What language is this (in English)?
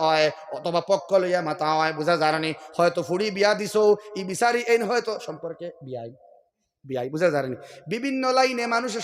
Sylheti